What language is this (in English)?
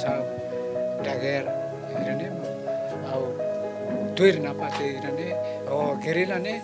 Tetum